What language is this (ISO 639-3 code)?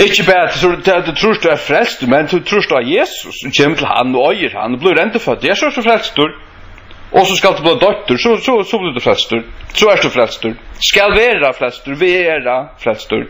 fao